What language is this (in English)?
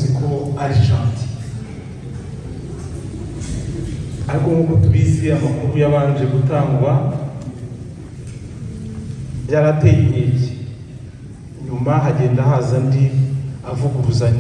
Kinyarwanda